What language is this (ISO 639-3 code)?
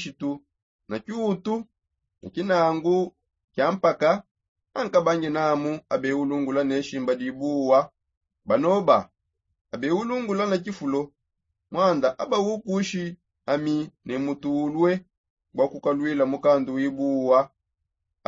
sop